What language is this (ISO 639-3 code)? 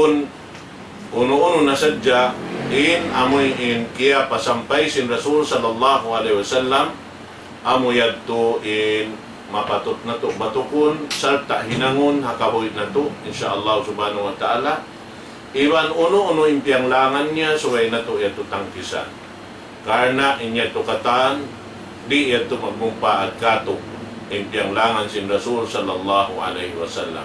tsg